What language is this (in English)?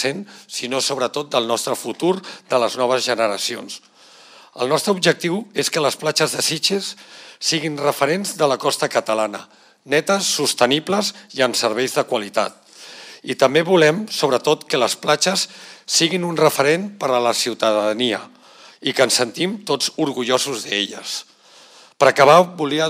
Catalan